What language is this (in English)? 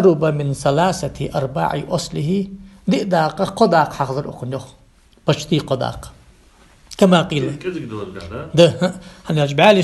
Ingush